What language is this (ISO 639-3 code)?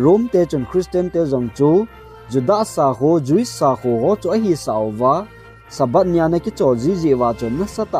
tcz